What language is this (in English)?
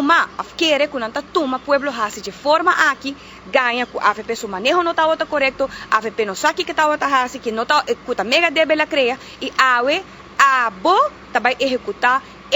Papiamento